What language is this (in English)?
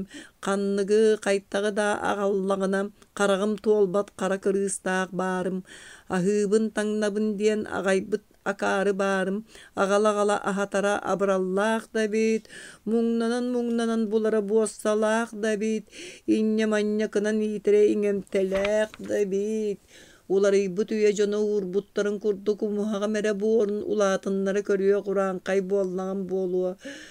Yakut